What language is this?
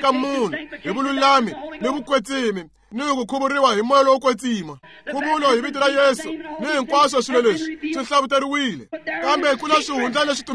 Tsonga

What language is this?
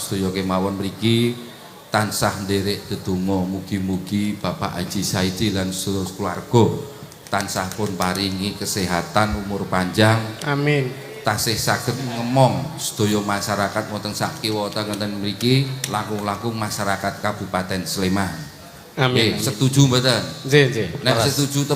Javanese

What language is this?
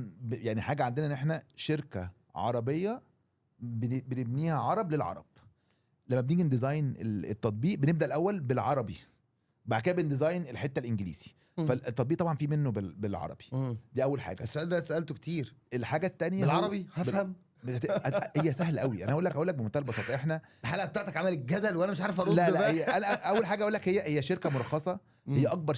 Egyptian Arabic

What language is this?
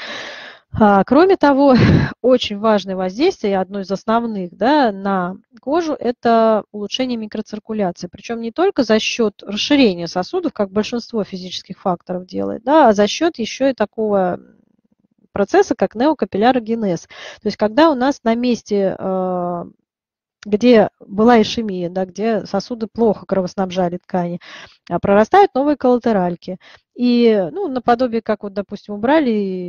Russian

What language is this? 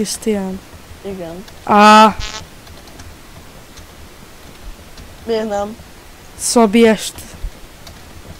Hungarian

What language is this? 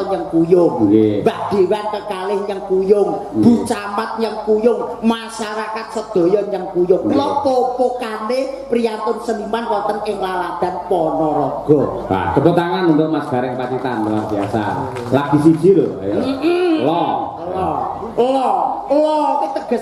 Javanese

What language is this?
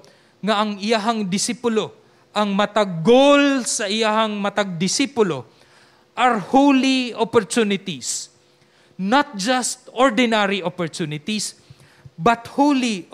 Cebuano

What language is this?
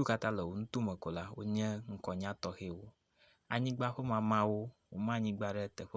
Ewe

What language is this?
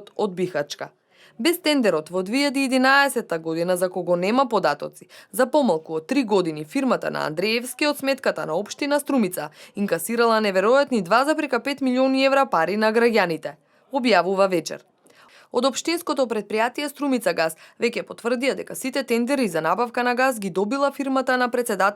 Macedonian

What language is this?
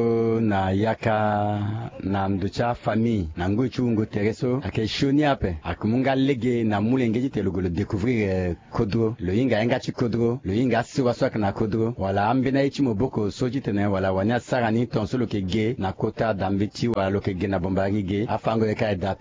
Sango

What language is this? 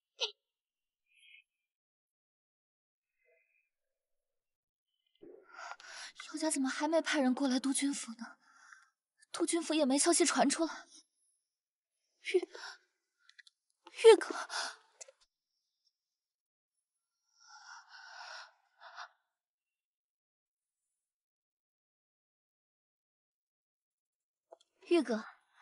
Chinese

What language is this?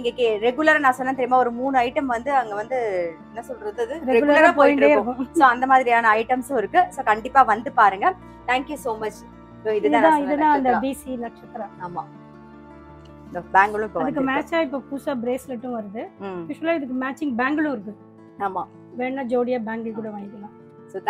Tamil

